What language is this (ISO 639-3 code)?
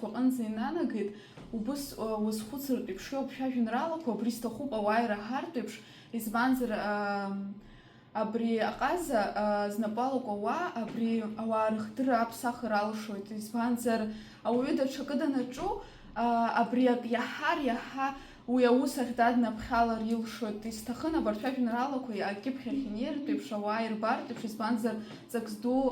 abk